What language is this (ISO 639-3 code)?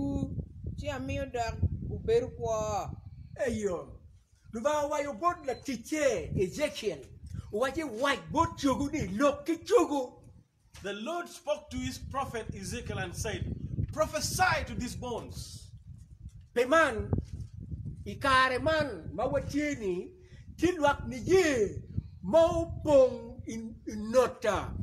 ach